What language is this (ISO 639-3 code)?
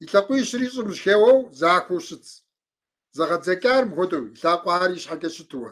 kbd